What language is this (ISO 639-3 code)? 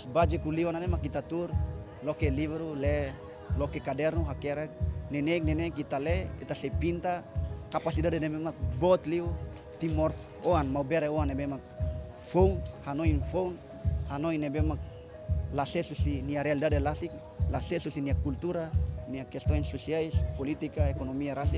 tet